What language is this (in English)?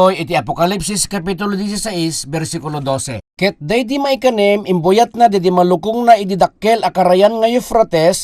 Iloko